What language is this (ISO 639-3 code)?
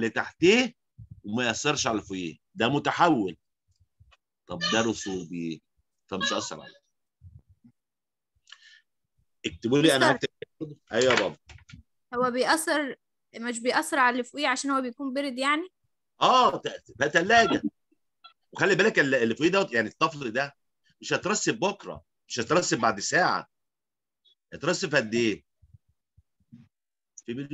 arz